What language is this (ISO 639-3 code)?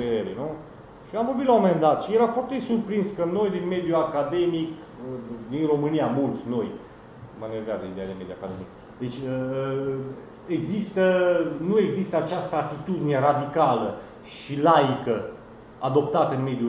ron